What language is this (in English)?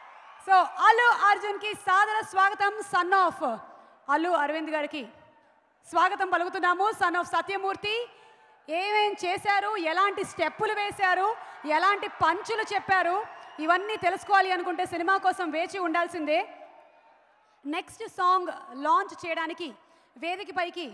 Telugu